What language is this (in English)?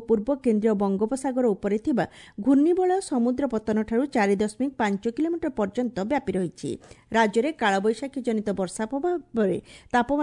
Odia